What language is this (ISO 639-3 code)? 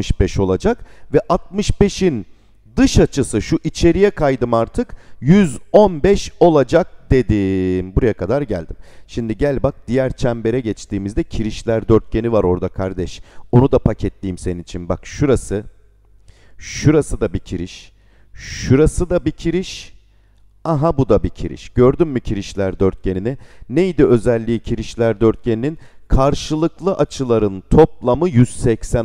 tur